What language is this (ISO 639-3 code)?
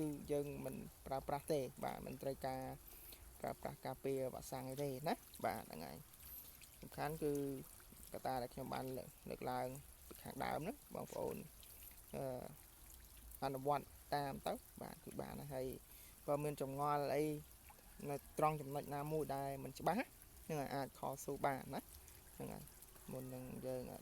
khm